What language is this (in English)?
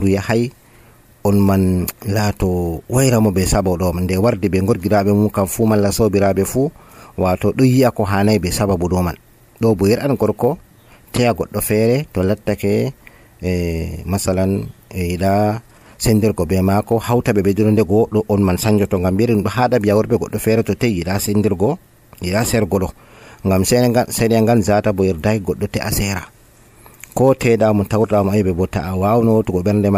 Nigerian Fulfulde